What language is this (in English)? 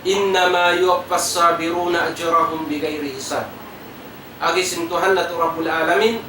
Tausug